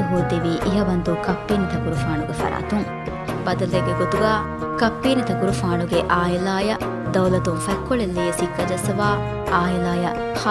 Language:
Divehi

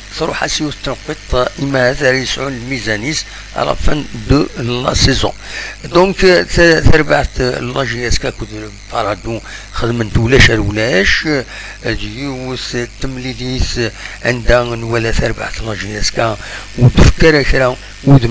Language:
Kabyle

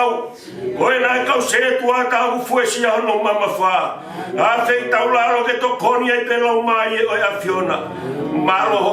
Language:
Tongan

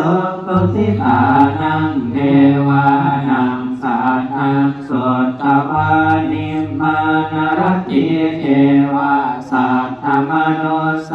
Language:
Pali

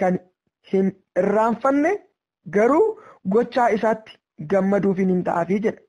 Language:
Oromo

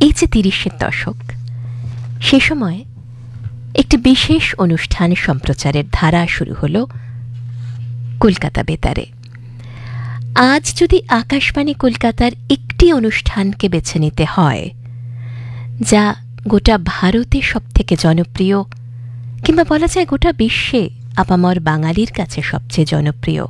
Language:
Bangla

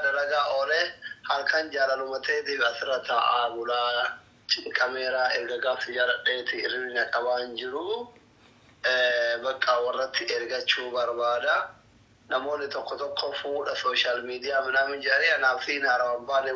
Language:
Oromo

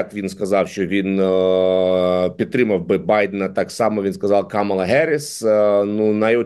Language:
Ukrainian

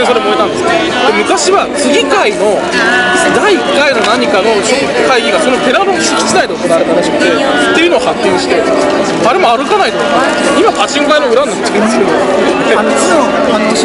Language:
Japanese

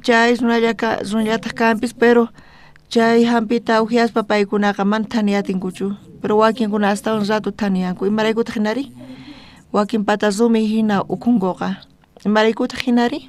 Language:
South Bolivian Quechua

